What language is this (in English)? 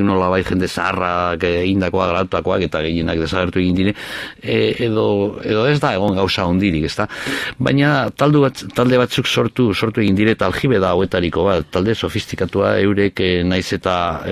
Basque